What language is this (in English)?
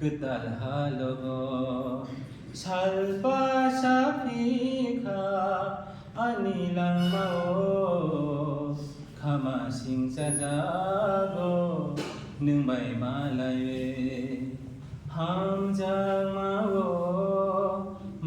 Kok Borok